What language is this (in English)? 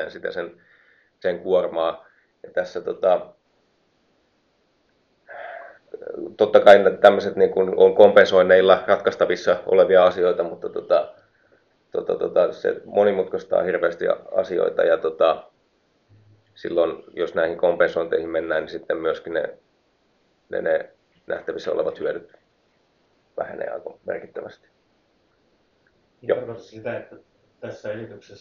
Finnish